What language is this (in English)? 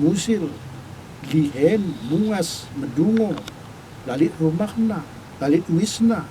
Batak Karo